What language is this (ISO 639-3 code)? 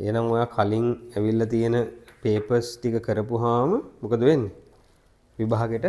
sin